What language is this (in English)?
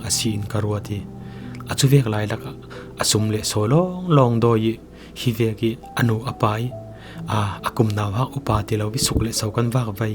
Falam Chin